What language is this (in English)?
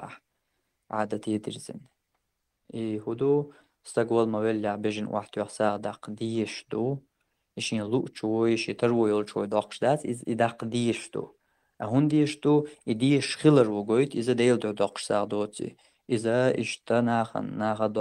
Chechen